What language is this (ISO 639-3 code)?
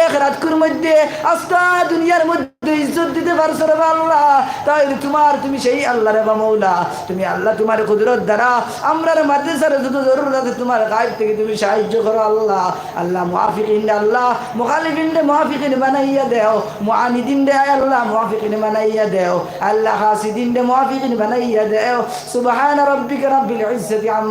syl